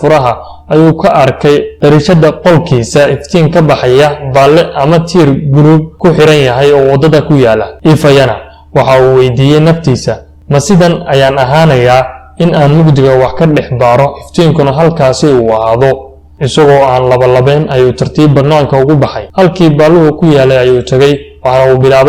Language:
Somali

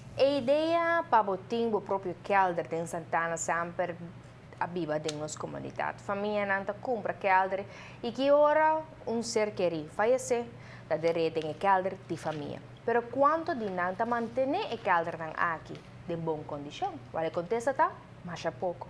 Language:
Papiamento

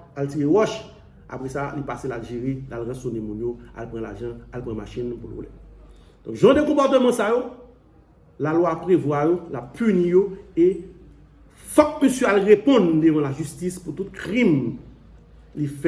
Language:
Haitian Creole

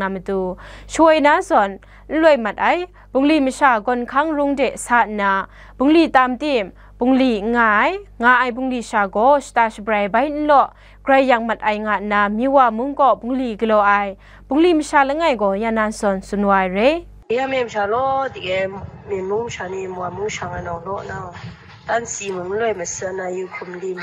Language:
Kachin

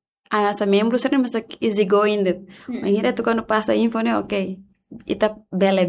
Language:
Tetum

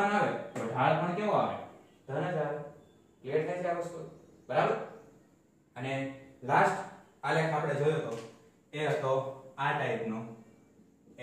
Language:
Gujarati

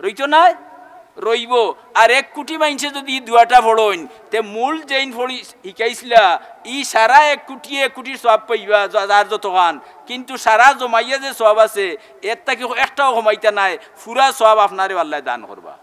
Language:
Sylheti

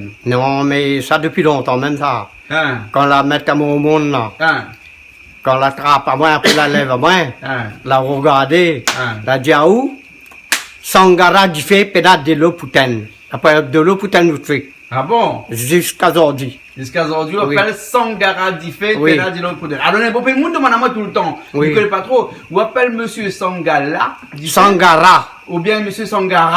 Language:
Réunion Creole French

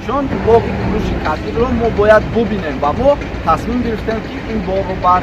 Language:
Tajik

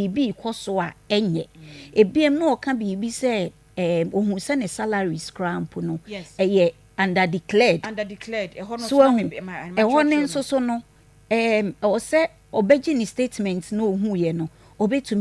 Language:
Akan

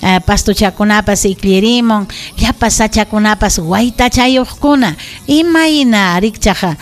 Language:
Ayacucho Quechua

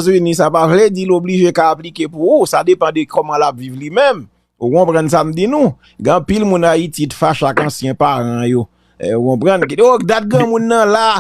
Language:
Haitian Creole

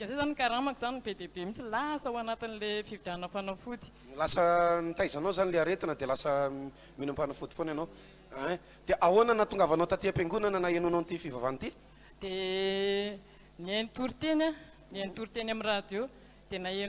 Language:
Malagasy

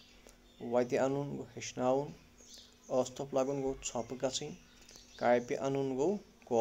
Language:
Kashmiri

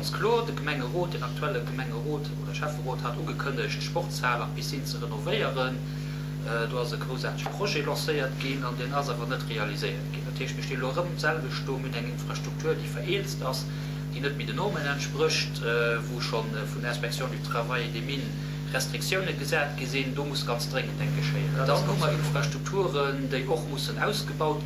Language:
Luxembourgish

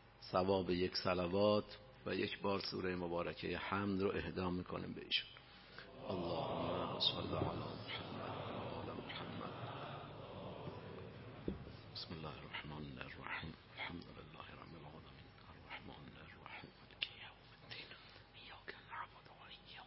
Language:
Persian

